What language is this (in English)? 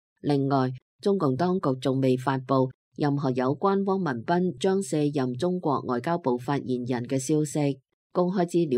Cantonese